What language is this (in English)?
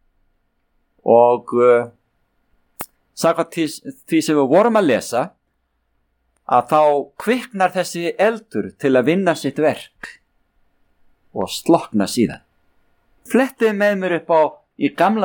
Icelandic